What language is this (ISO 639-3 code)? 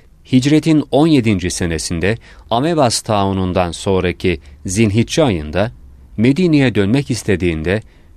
tur